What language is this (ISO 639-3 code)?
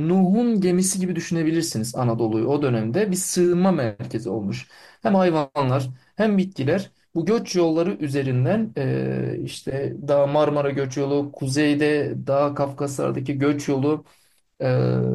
tur